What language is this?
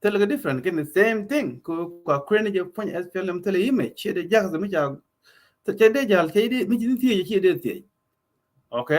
Nuer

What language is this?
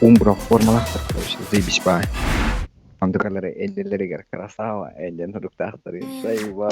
Yakut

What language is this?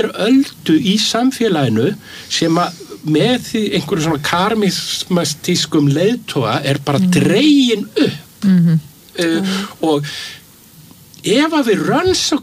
Icelandic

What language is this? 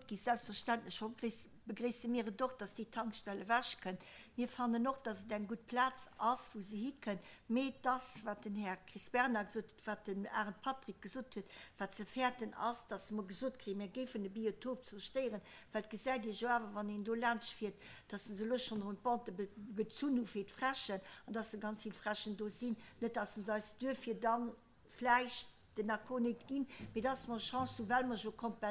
Luxembourgish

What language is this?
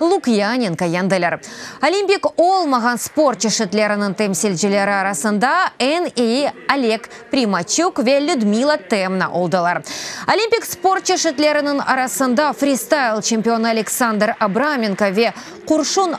Crimean Tatar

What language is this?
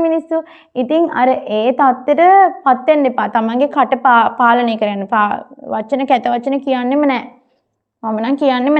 Sinhala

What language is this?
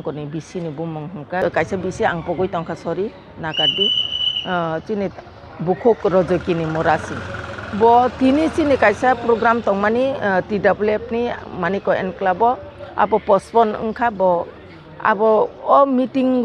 Kok Borok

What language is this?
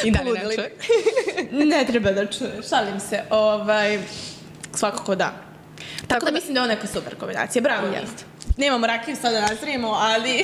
Serbian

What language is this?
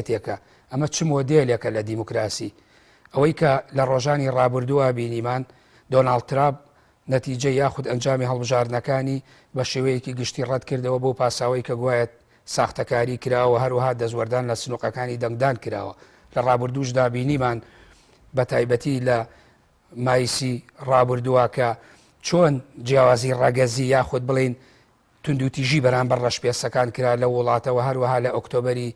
Central Kurdish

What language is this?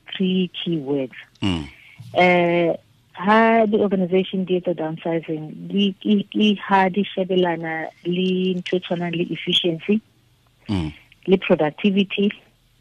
Tswana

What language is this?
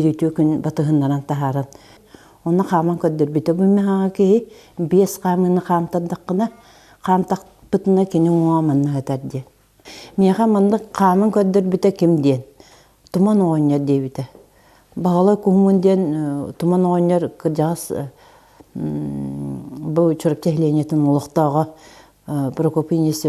Yakut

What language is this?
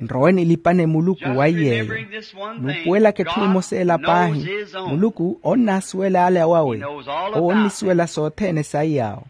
Makhuwa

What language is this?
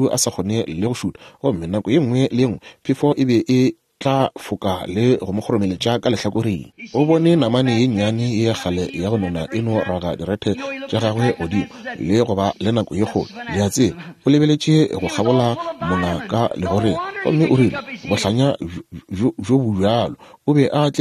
Northern Sotho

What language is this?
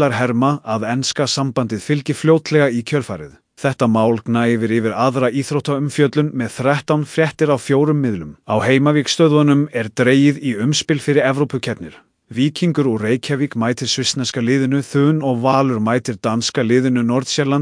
Icelandic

